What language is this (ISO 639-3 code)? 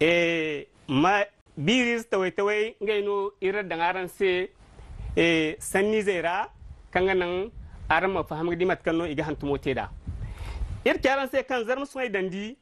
dje